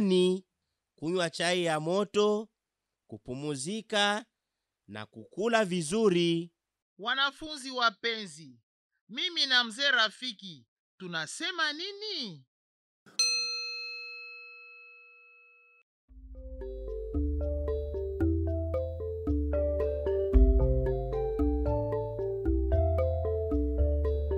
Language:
Swahili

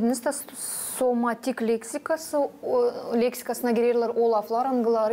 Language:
Gagauz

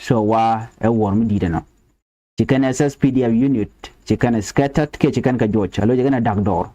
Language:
Nuer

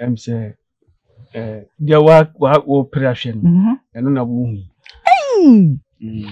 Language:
Akan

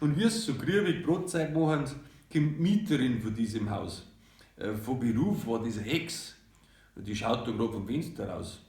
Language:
Bavarian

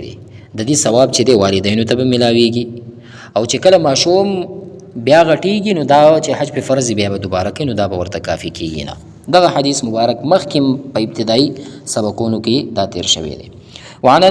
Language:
Pashto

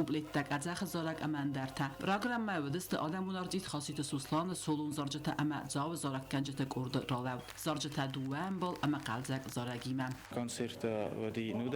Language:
Ossetic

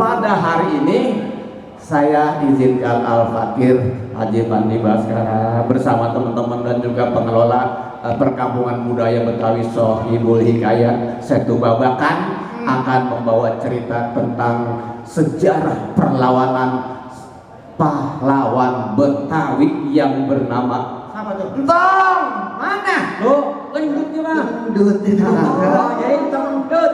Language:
Betawi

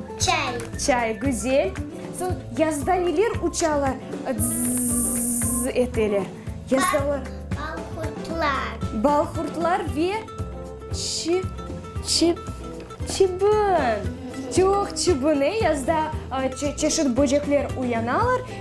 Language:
Crimean Tatar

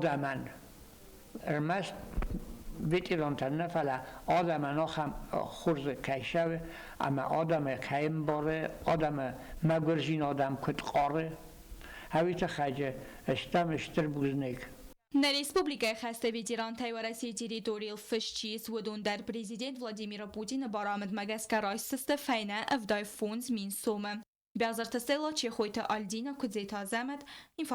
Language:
Ossetic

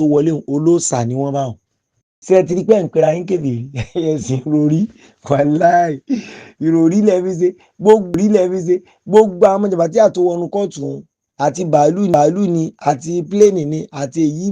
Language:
Yoruba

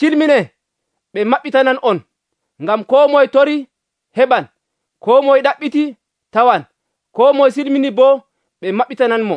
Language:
Nigerian Fulfulde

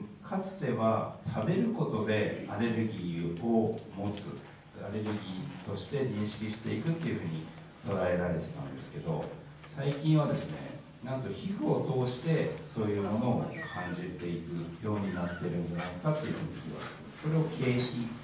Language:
Japanese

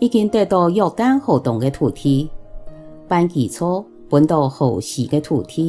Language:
Hakka Chinese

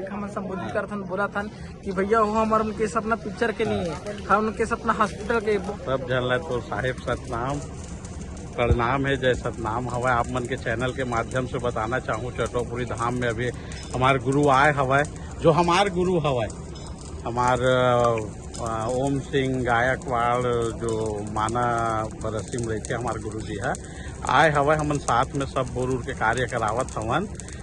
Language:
Chhattisgarhi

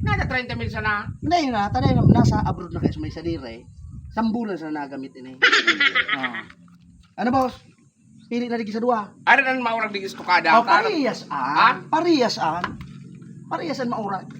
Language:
Bikol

